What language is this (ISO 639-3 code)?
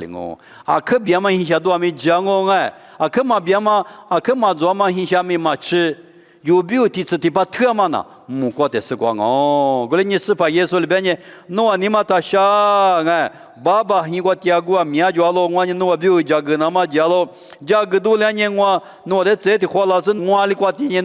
lis